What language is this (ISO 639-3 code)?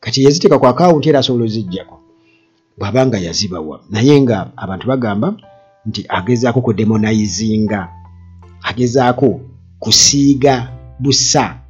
lug